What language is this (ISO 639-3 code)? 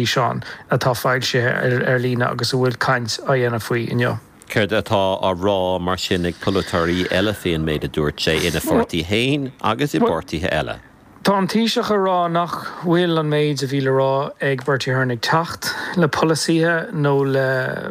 gle